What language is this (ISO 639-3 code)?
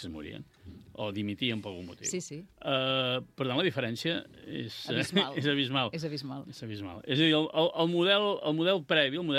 cat